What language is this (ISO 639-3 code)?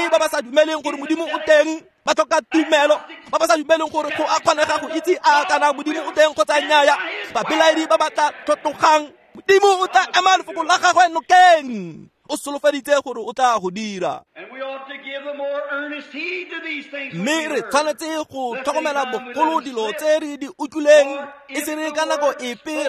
tsn